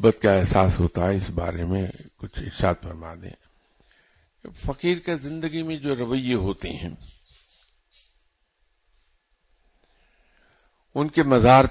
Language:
Urdu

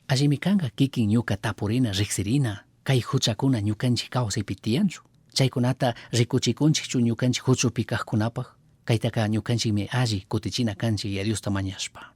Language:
Chimborazo Highland Quichua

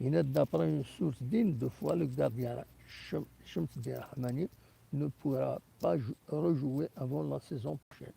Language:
Kabyle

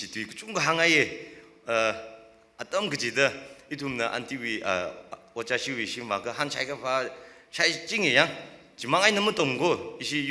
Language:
Tangkhul Naga (India)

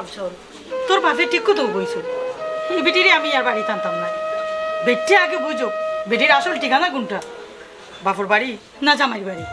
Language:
Sylheti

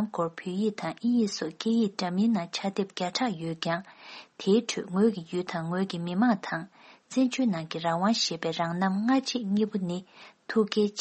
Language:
Tibetan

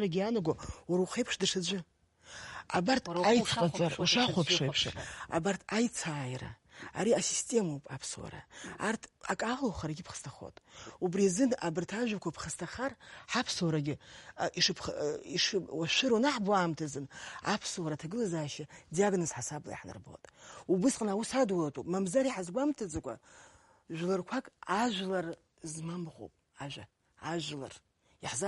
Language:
Abkhazian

